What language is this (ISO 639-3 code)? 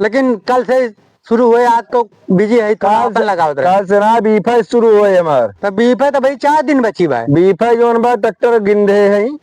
awa